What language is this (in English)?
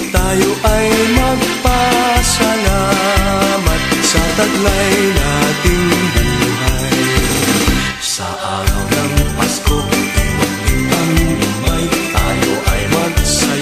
Filipino